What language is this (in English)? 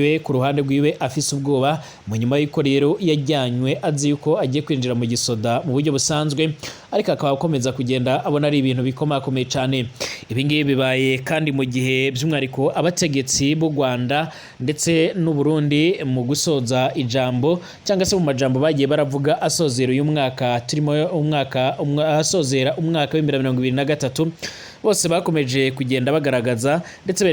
Rundi